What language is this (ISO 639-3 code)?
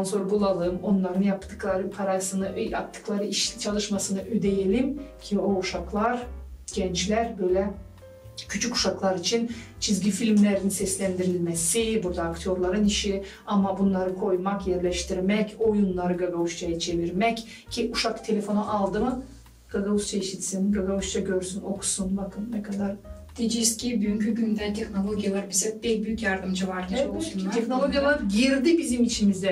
gag